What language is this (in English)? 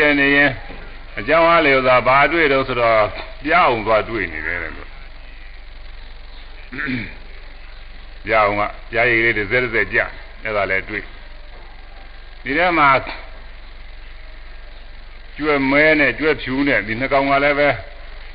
Burmese